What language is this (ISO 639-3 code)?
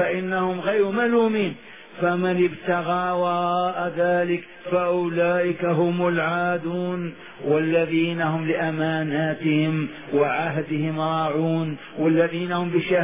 ara